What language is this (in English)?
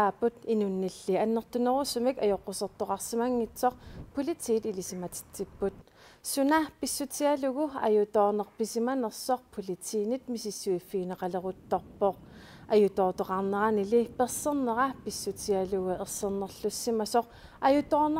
Kalaallisut